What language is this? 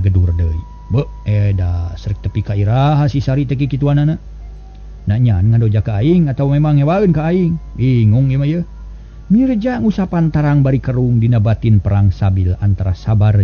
Sundanese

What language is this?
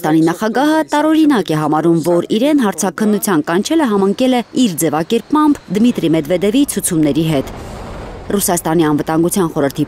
Armenian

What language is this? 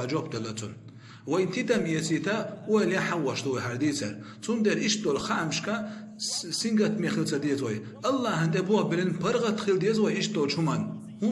Chechen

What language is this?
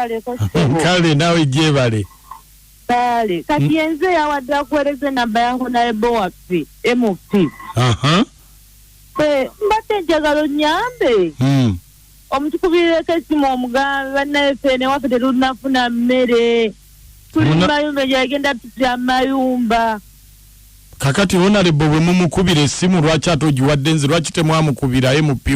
Ganda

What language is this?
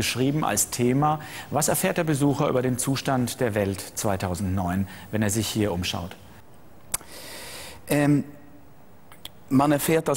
German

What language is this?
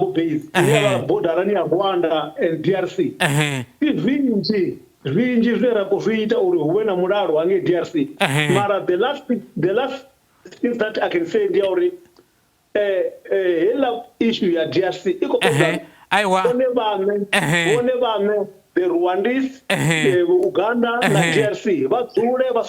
Venda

